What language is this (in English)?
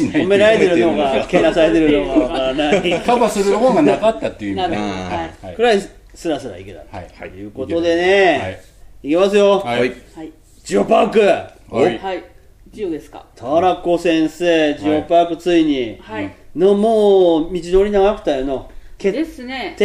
Japanese